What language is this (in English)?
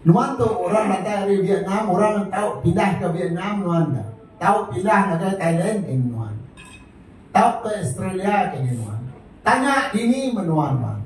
Iban